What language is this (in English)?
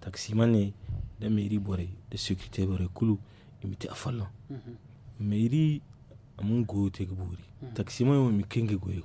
Zarma